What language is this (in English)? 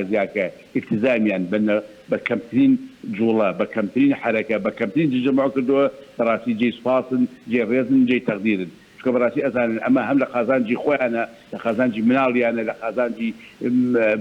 Central Kurdish